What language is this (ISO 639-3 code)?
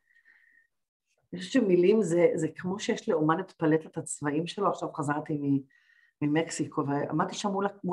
heb